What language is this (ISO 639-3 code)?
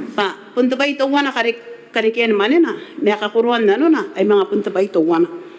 gil